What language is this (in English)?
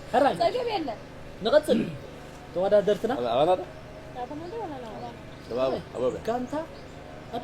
Tigrinya